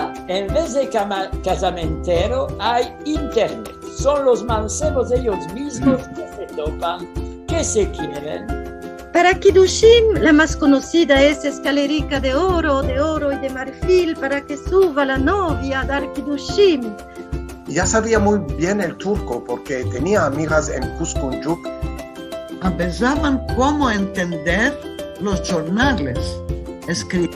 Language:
Ladino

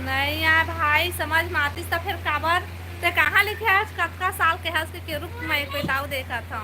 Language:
Chhattisgarhi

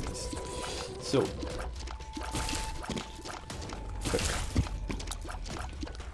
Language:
German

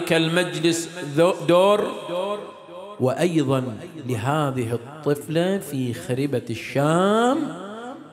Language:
Arabic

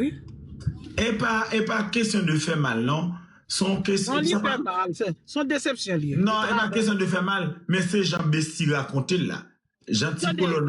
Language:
Haitian Creole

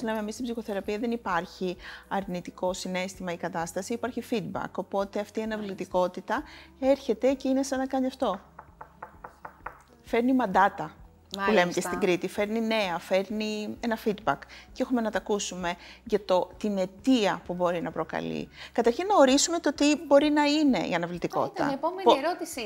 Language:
Greek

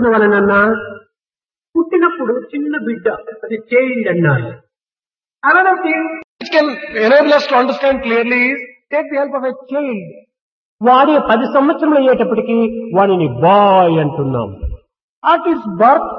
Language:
Telugu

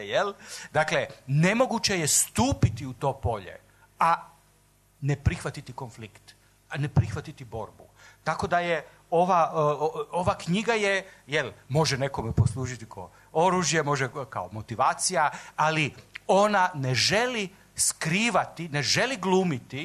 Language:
Serbian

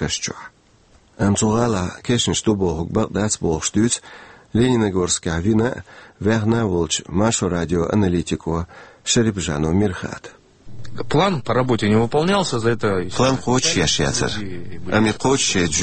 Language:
Chechen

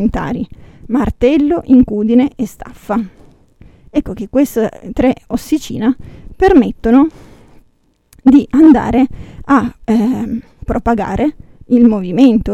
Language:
Italian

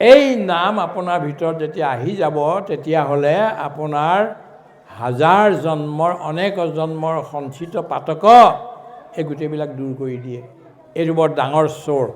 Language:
Assamese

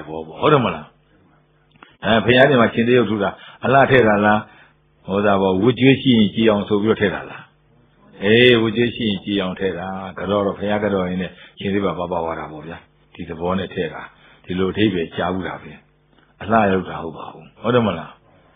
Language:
Burmese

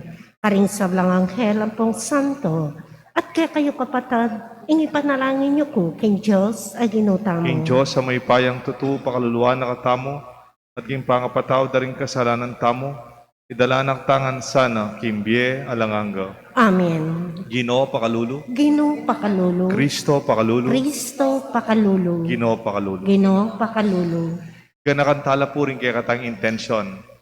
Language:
Pampanga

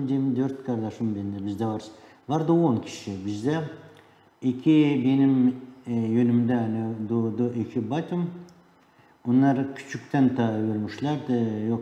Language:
Gagauz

